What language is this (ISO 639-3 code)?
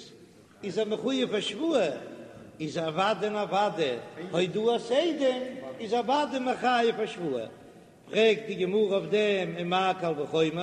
yid